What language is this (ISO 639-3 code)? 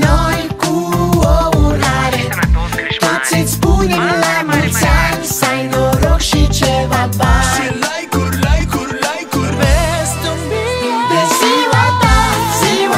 ron